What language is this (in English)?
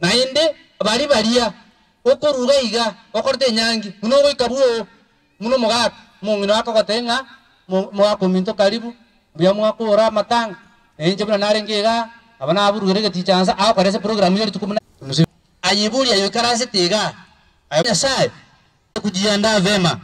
Gusii